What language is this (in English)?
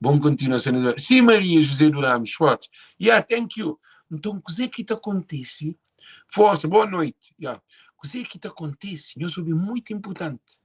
Kabuverdianu